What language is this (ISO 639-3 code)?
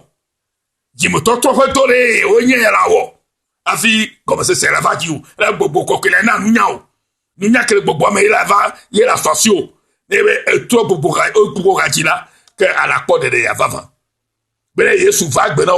ewe